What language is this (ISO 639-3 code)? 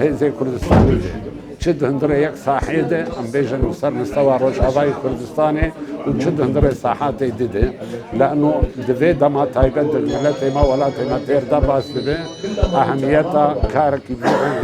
kur